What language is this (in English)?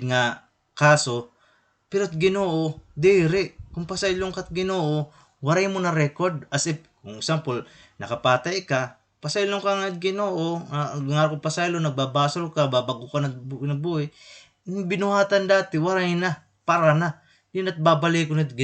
Waray